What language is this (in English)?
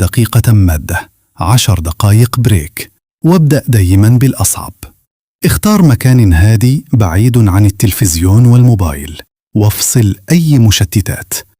Egyptian Arabic